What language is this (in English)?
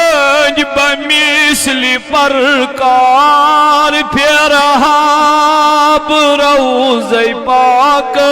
Kashmiri